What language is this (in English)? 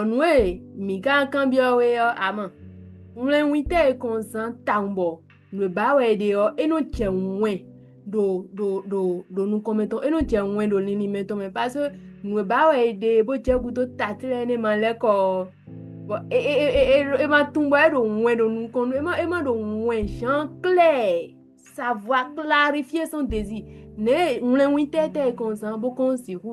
Fon